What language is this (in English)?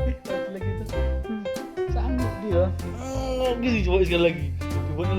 Betawi